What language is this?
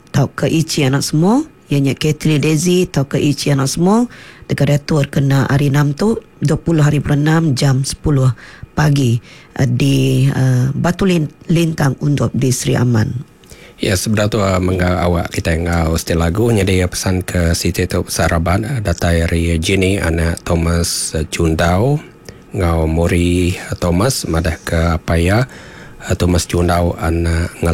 Iban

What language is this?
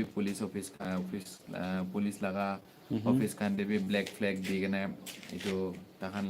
Naga Pidgin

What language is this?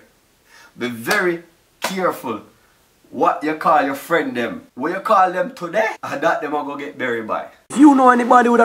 Jamaican Creole English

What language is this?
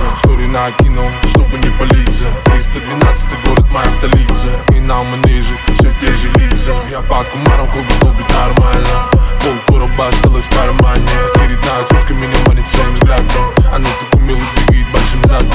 Russian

